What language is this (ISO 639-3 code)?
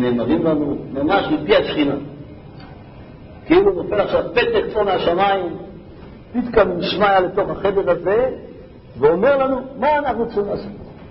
heb